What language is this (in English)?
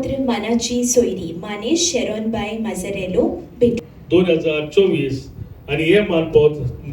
Konkani